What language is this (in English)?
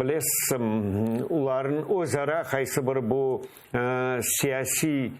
Crimean Tatar